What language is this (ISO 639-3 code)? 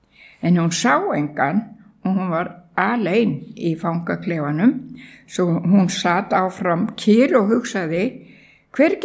isl